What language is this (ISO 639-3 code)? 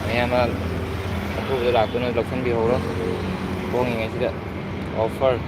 mni